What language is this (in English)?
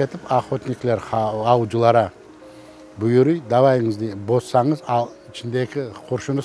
Crimean Tatar